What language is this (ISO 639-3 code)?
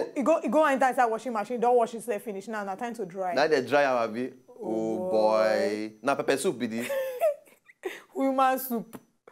pcm